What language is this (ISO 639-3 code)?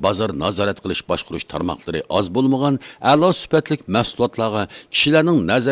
uig